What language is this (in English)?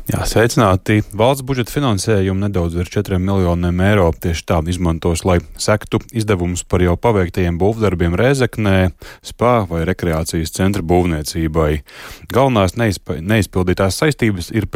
Latvian